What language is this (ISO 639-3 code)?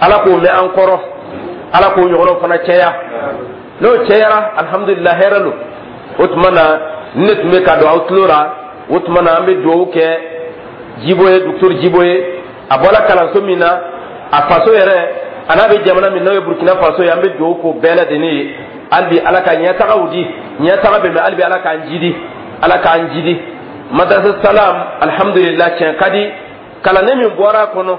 dyu